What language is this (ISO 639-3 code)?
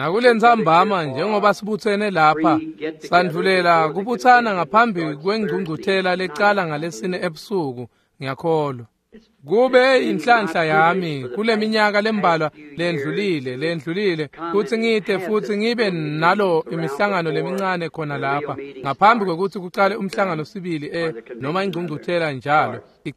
ssw